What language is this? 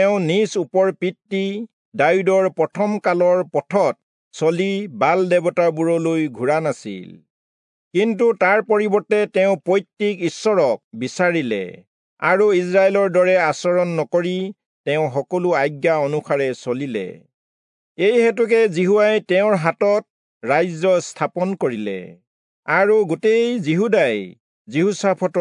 Assamese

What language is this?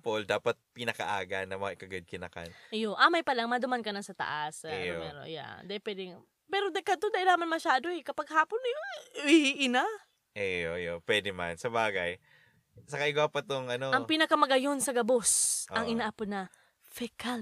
Bikol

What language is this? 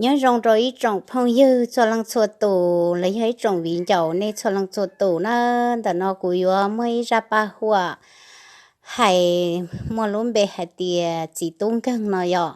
Hmong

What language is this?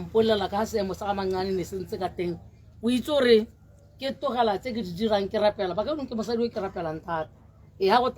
Tswana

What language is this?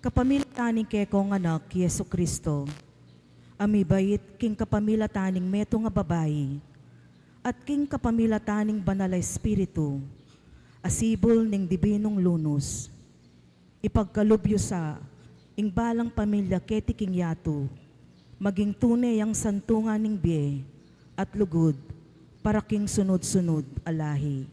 Pampanga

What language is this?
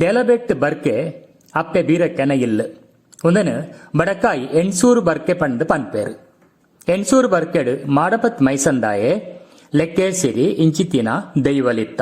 Tulu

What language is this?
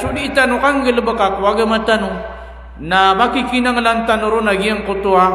Maranao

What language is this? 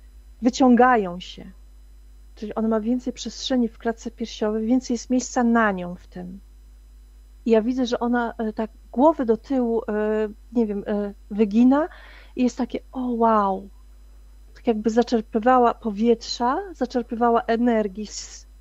Polish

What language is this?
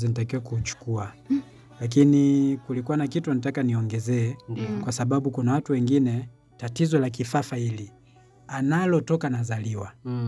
Swahili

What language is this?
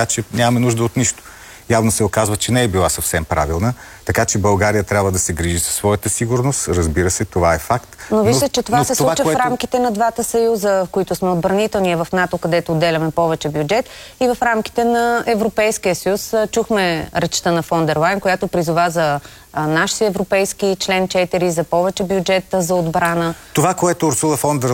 Bulgarian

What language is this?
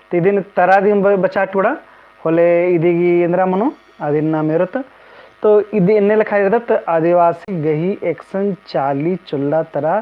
Kurukh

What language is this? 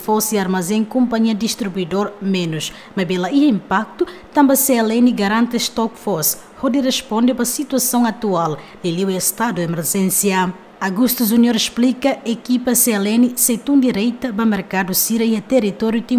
Tetum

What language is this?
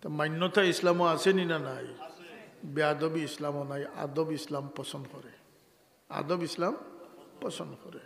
Sylheti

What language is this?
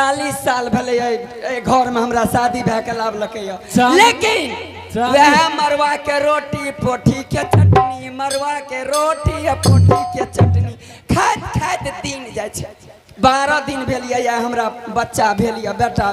Angika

